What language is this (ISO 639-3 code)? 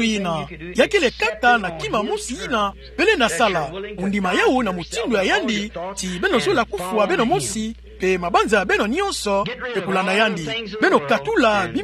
ktu